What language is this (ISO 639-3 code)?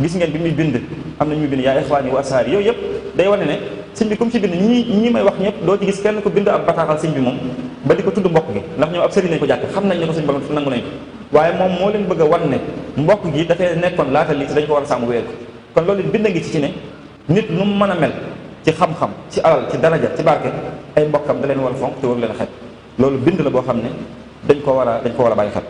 wol